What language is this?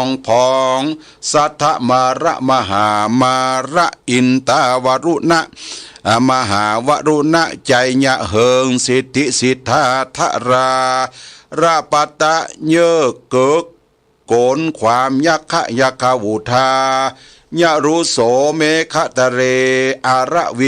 Pali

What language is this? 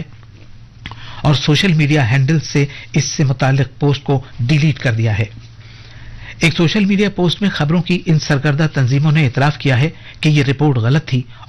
Urdu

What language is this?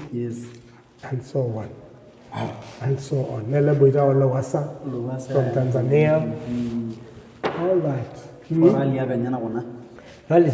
Masai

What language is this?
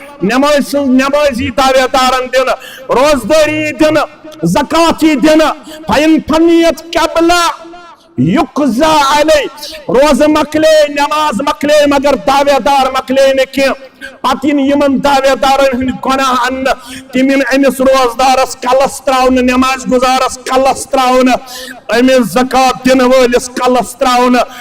Kashmiri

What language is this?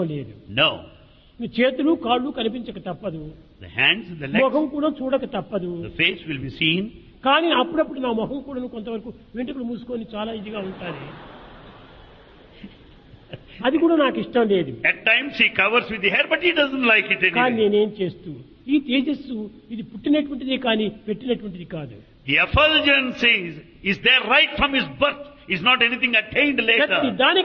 Telugu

